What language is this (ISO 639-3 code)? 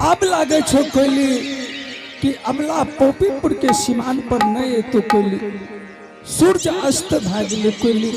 anp